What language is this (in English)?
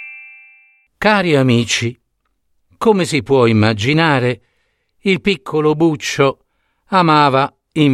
Italian